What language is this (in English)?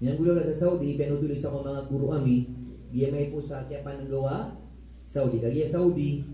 Maranao